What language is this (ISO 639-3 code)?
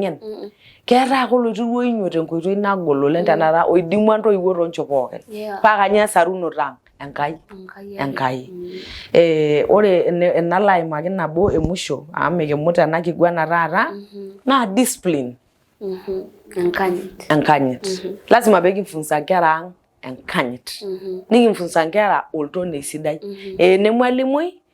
mas